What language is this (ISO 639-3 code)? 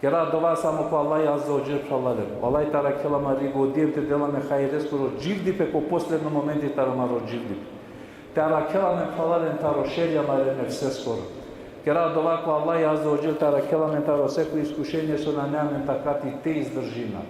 rmn